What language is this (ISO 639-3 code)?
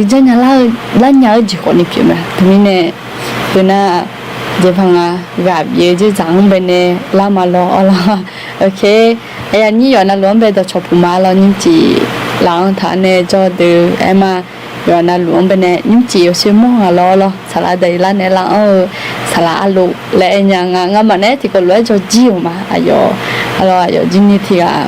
ahk